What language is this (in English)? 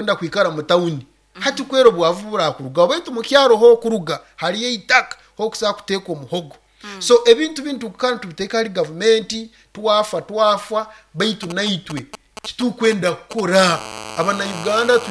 Nyoro